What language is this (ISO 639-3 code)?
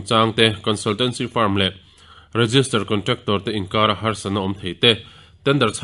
lus